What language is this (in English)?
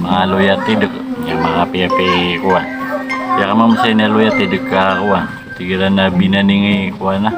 Maranao